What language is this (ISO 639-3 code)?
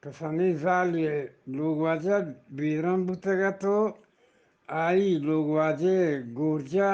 bgp